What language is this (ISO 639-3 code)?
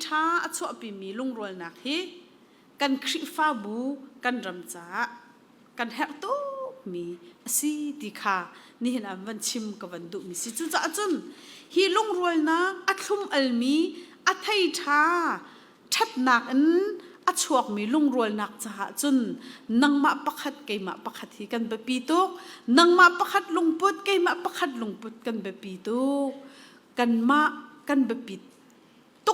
cnh